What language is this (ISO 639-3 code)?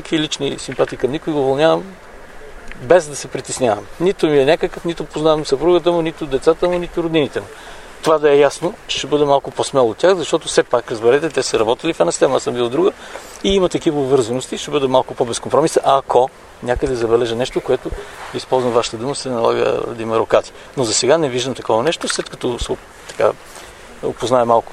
bul